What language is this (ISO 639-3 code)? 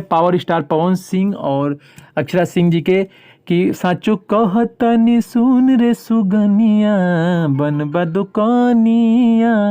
bho